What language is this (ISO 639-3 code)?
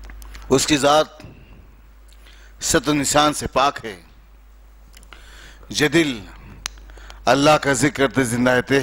urd